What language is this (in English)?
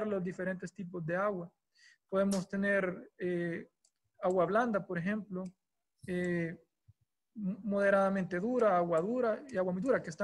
Spanish